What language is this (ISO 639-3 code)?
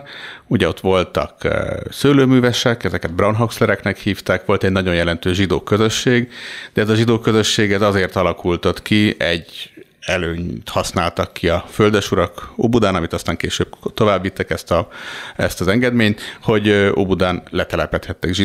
hun